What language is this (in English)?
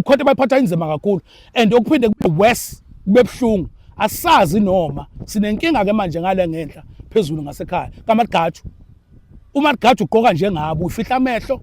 Zulu